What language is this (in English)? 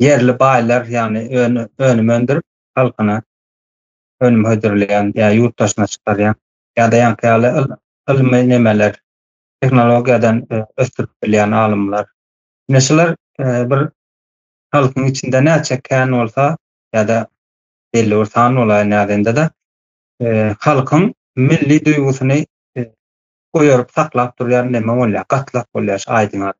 Turkmen